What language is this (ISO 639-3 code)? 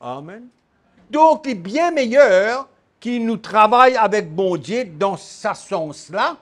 mfe